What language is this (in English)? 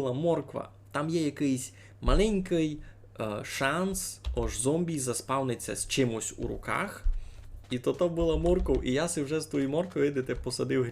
Rusyn